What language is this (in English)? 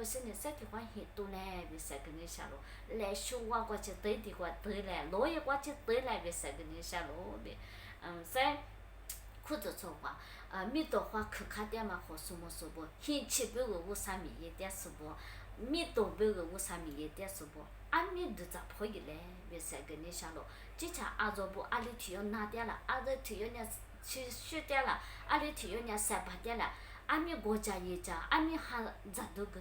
Lisu